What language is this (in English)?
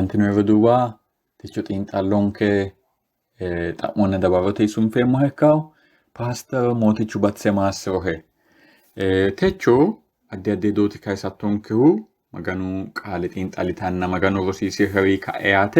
Sidamo